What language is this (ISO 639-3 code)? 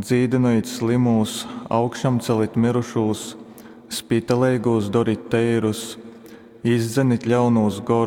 ltg